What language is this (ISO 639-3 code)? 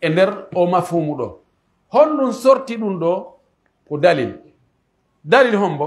fuf